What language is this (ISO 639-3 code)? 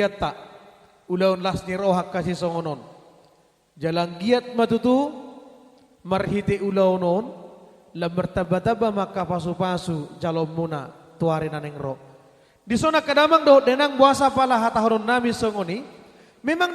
bbc